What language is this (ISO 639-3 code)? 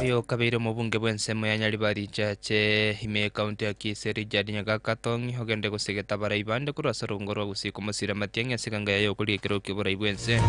guz